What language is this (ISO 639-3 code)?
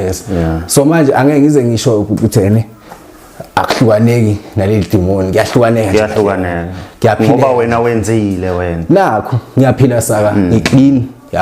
zul